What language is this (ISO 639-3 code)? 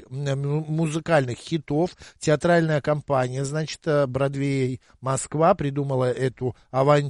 rus